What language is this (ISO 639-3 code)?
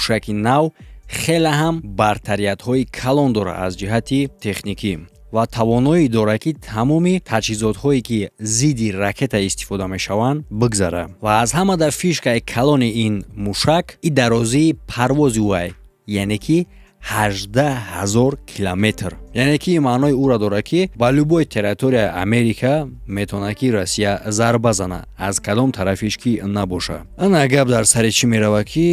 tgk